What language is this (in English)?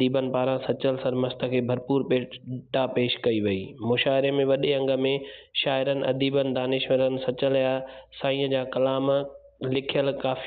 Sindhi